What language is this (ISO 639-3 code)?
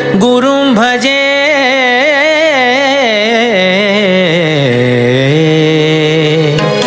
kan